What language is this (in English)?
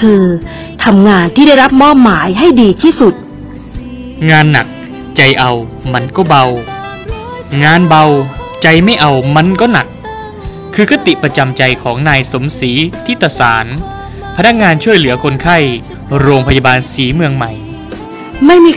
Thai